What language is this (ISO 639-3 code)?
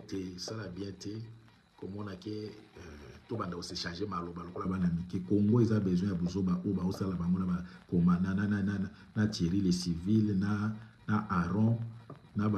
lin